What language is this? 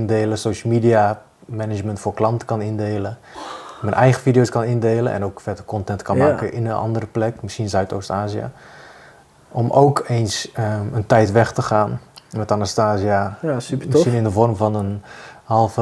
Dutch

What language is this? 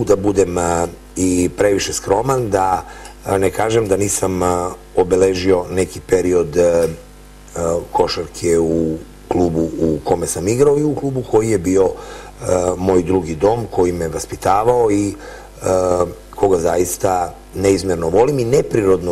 Serbian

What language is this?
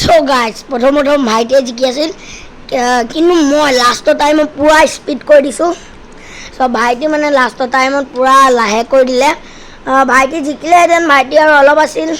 Assamese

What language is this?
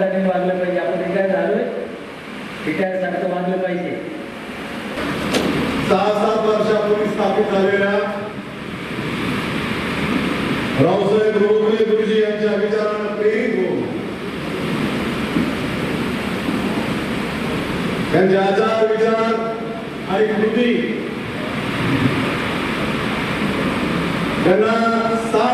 Marathi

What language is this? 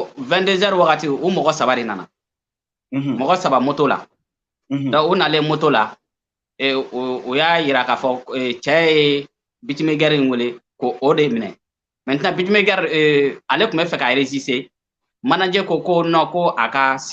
Bambara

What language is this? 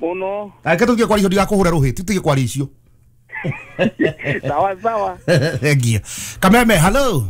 Kikuyu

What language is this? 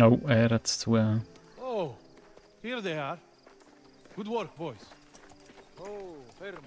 Swiss German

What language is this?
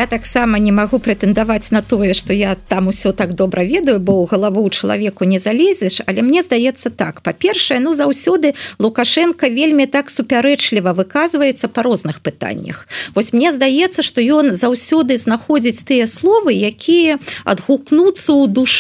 Belarusian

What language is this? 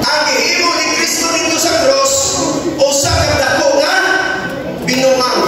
Cebuano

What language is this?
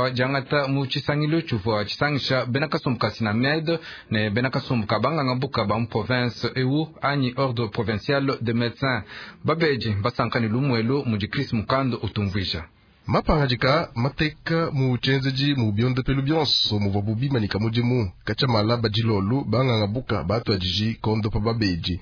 Luba-Lulua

